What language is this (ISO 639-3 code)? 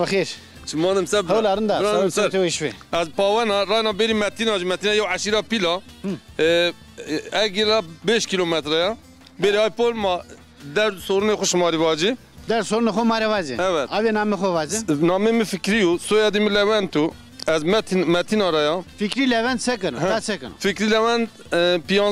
zza